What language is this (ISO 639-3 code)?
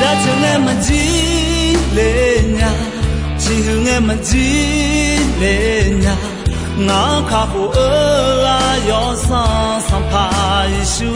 ahk